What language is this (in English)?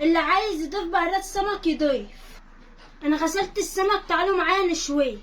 Egyptian Arabic